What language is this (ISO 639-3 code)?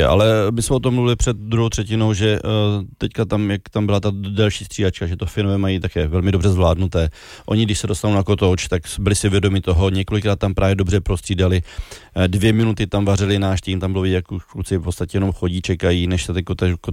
ces